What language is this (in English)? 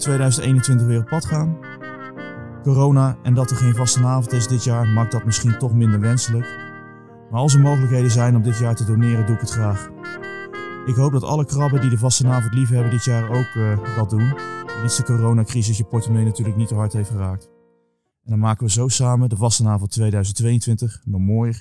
Dutch